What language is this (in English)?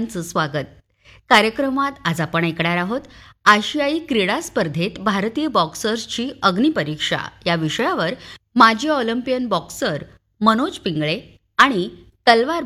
Marathi